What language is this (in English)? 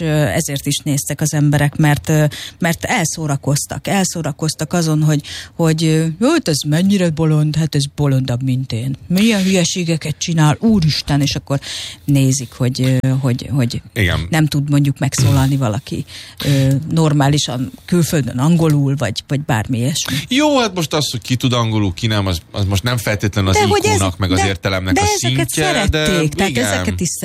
Hungarian